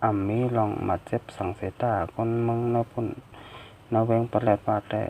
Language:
Shan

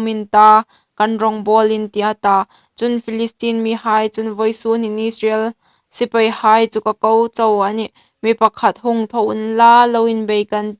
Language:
Hmar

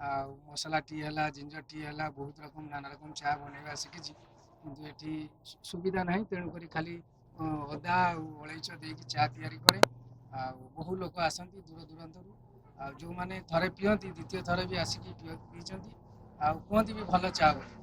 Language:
Odia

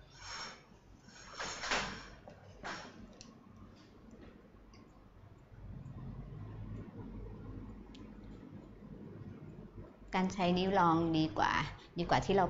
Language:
Thai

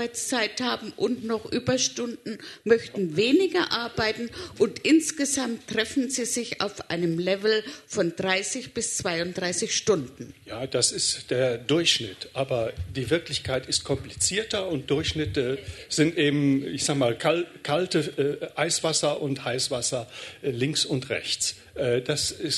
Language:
German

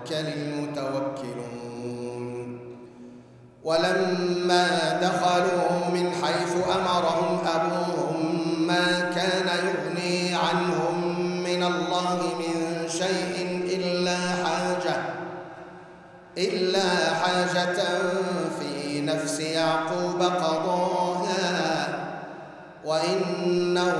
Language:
Arabic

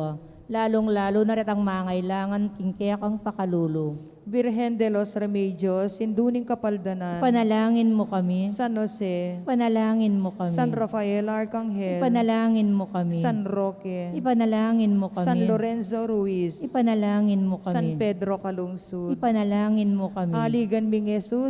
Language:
Pampanga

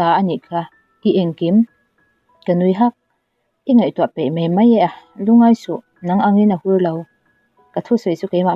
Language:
Mizo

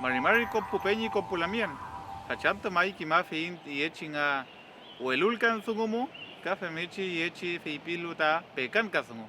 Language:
Mapuche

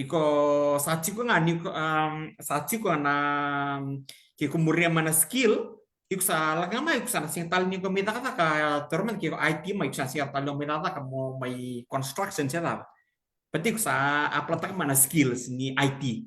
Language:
Fijian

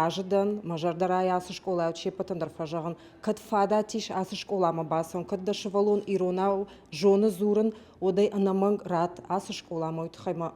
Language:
Ossetic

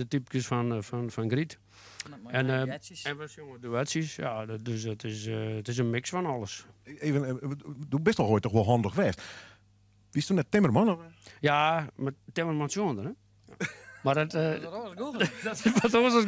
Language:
Western Frisian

